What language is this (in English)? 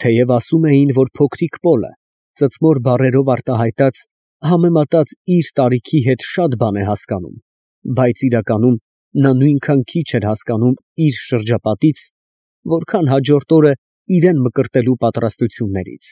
Armenian